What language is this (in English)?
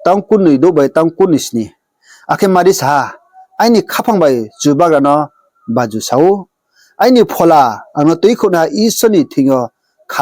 Riang (India)